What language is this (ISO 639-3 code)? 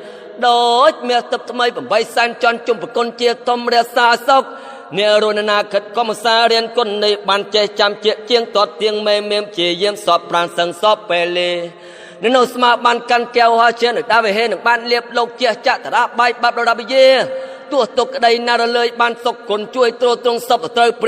khm